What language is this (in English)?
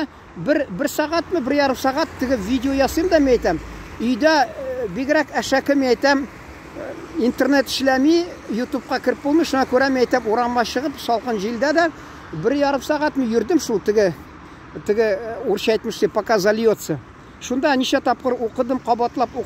Tatar